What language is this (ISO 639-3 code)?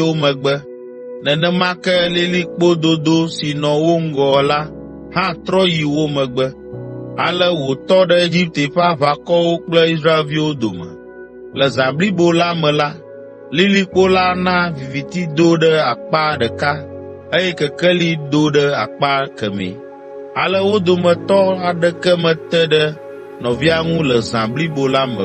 ewe